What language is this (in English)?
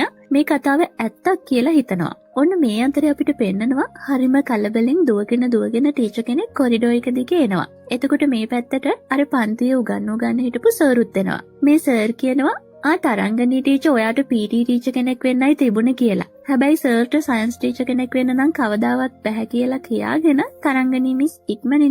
Sinhala